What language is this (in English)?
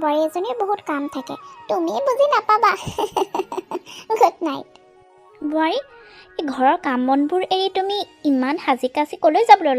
Assamese